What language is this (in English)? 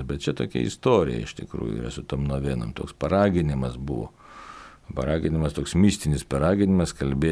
Lithuanian